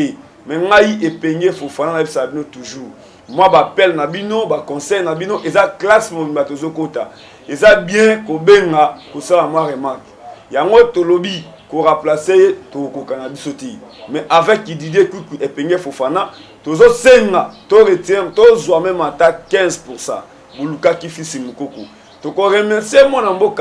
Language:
Lingala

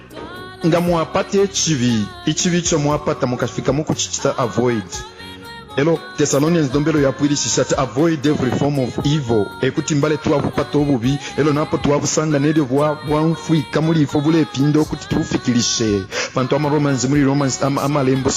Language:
Bemba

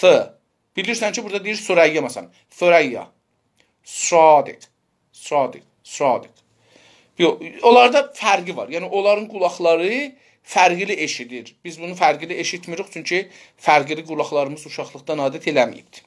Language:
South Azerbaijani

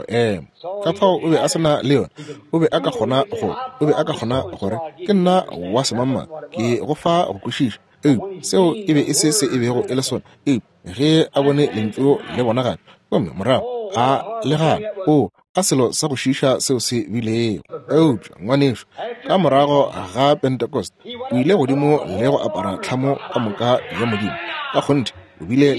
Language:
Northern Sotho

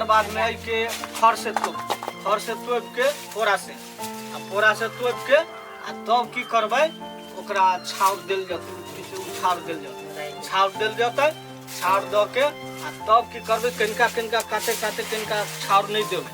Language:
Maithili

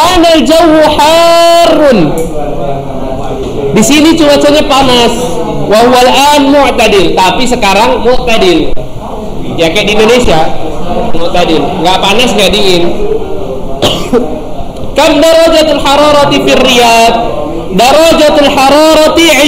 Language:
Indonesian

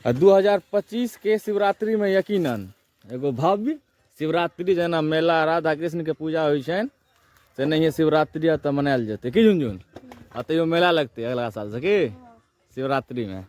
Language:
Maithili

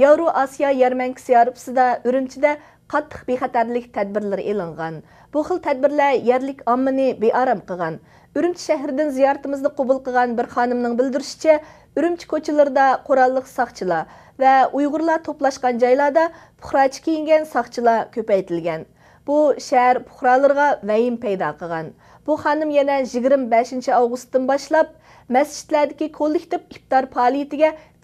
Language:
Uyghur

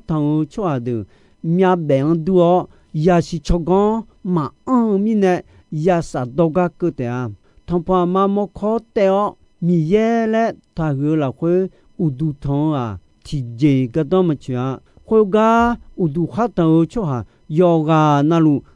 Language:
Akha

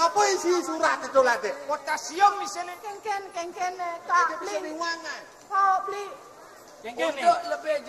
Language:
Balinese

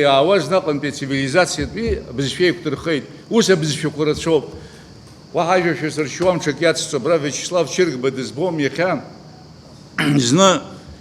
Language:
Abkhazian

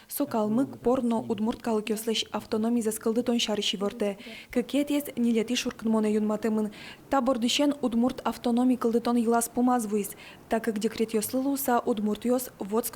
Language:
Udmurt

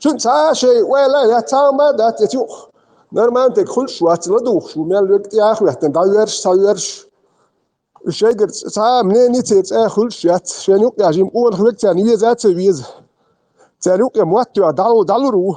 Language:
Chechen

